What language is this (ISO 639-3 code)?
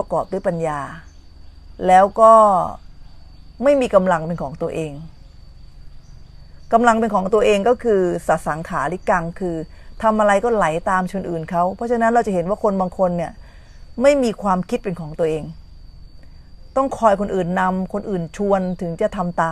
tha